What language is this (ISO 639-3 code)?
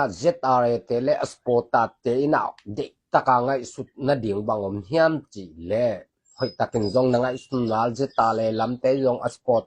ctd